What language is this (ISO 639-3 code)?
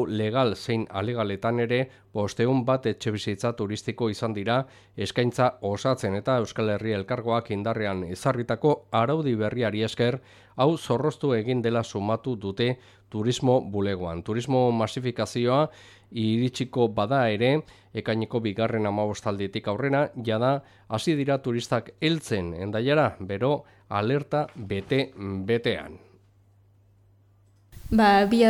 eus